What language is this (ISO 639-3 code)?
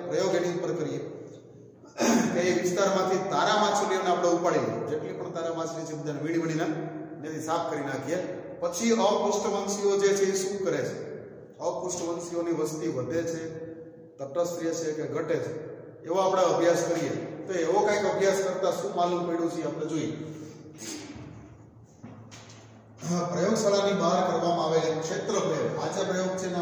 guj